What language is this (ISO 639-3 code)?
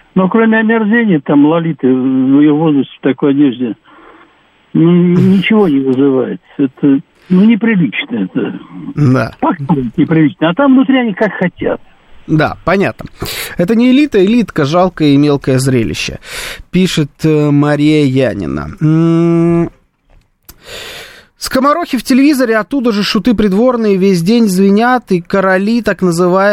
rus